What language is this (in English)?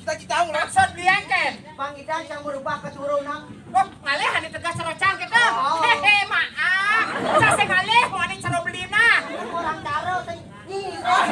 Balinese